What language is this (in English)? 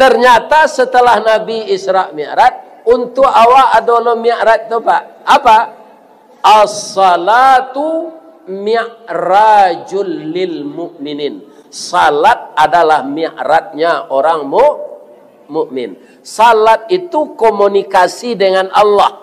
Minangkabau